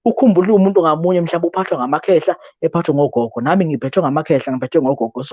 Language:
Zulu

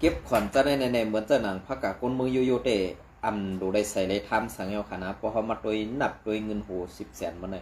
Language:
Shan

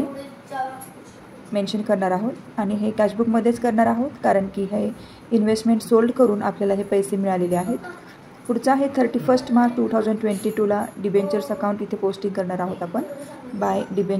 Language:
Marathi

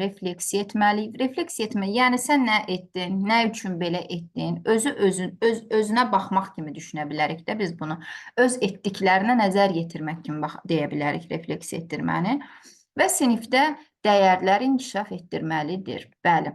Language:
Azerbaijani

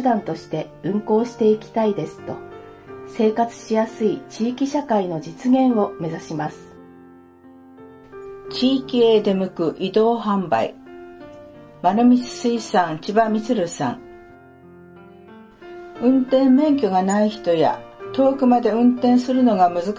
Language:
Japanese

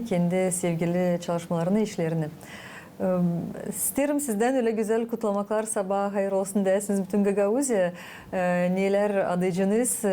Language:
Gagauz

